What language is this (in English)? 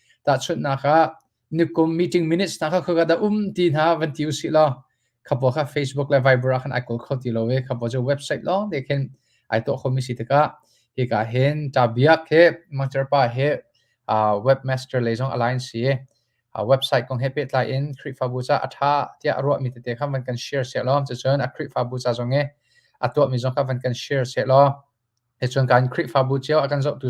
Hakha Chin